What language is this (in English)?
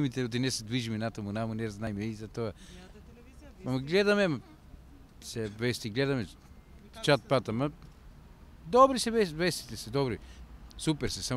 Macedonian